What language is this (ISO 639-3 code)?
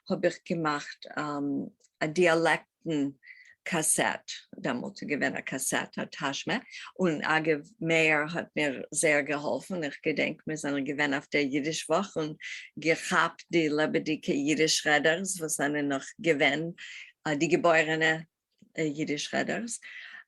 yid